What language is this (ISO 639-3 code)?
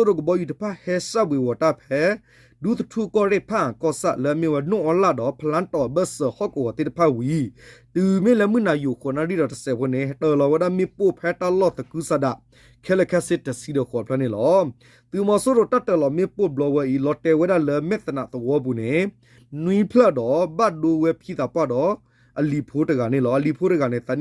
ksw